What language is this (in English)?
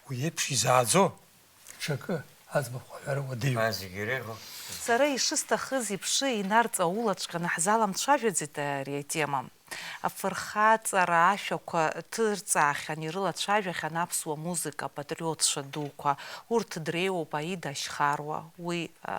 Abkhazian